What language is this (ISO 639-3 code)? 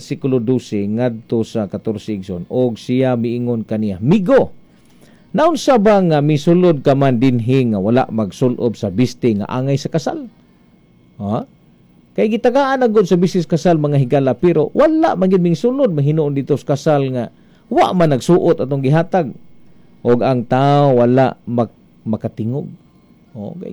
ceb